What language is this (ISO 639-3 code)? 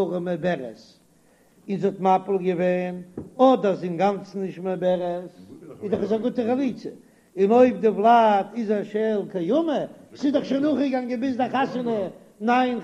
yid